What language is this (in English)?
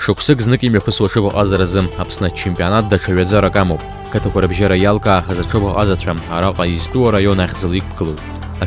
Abkhazian